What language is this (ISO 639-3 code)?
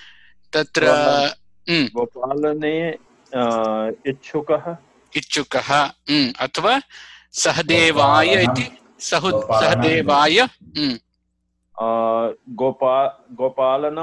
san